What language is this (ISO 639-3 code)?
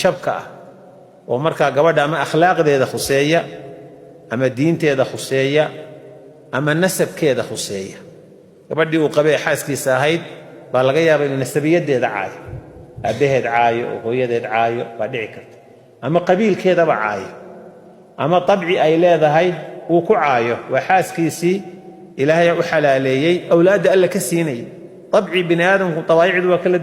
som